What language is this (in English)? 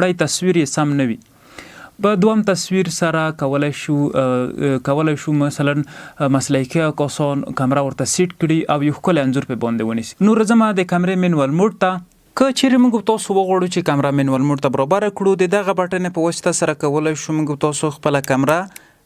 Pashto